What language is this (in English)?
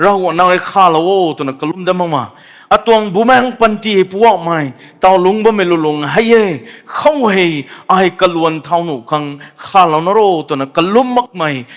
Rongmei Naga